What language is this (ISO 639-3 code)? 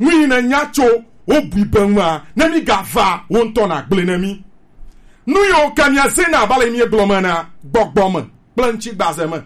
gej